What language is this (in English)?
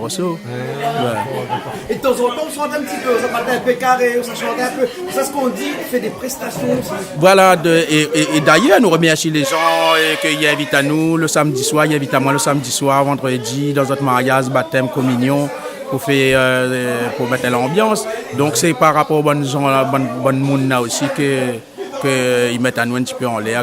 Réunion Creole French